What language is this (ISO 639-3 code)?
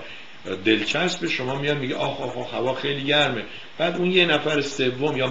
fas